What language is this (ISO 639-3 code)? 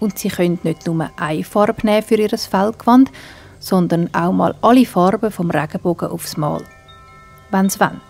gsw